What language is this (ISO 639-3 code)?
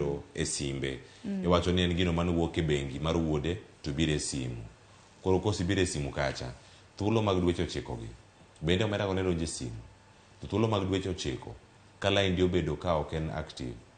luo